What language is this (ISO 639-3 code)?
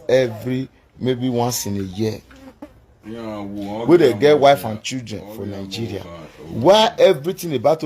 pcm